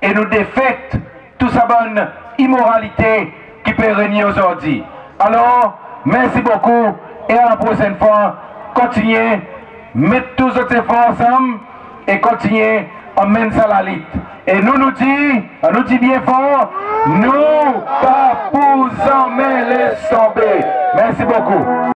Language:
Seselwa Creole French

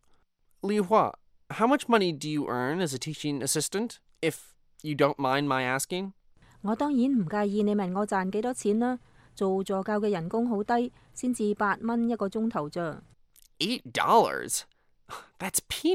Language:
Cantonese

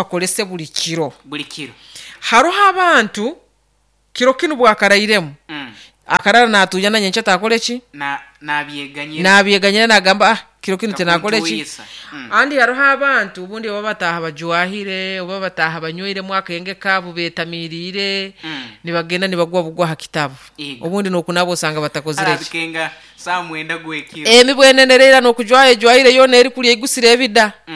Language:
Nyoro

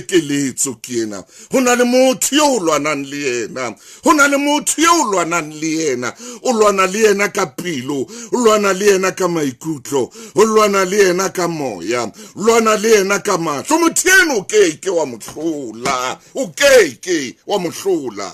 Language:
Southern Sotho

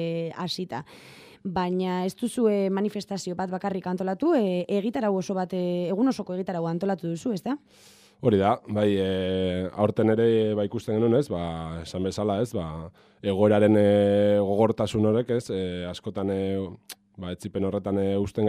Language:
Basque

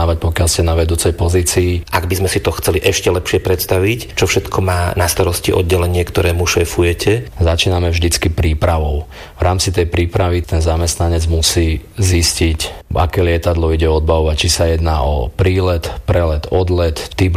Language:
Slovak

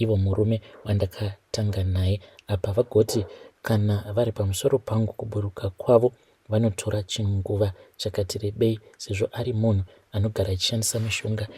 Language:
Shona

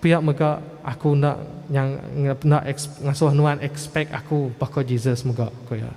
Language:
Iban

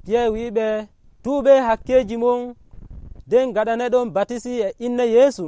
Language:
Nigerian Fulfulde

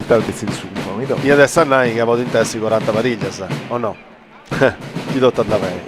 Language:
Sardinian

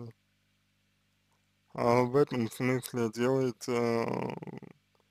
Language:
Russian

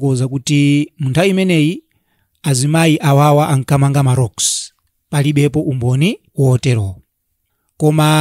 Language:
Nyanja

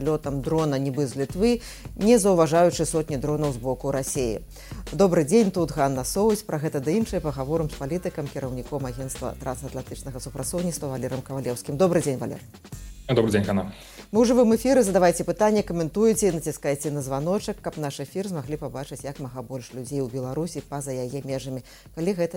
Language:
Belarusian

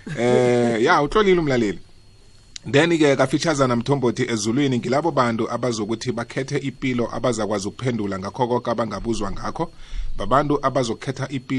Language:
South Ndebele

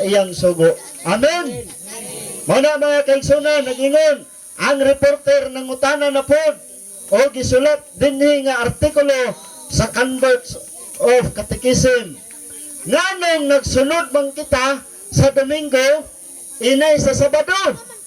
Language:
Cebuano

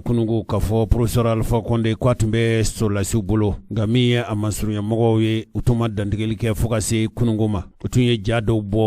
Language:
Bambara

